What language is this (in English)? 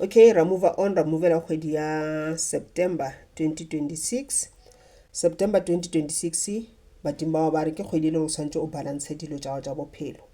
Northern Sotho